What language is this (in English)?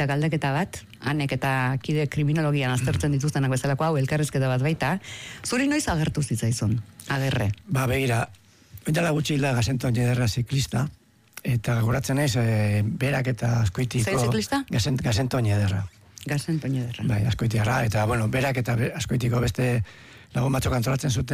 Basque